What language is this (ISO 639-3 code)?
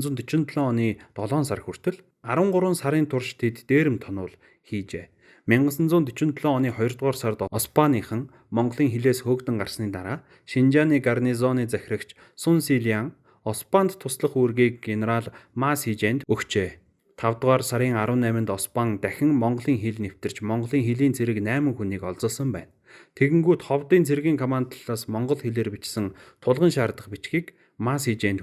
mon